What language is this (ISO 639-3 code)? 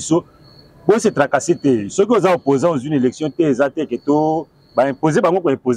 lin